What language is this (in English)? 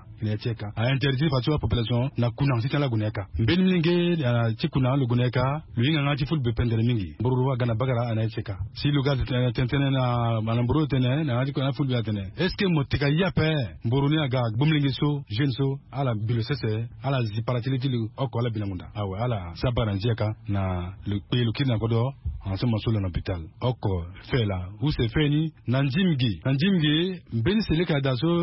Sango